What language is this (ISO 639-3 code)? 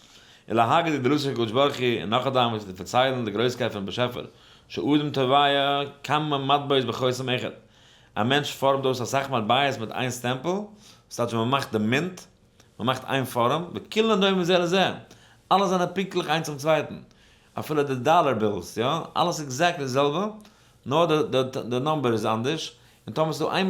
yid